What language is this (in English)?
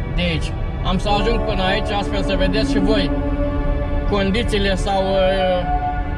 Romanian